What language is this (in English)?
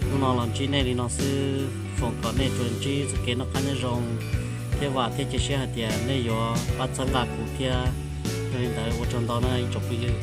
Hmong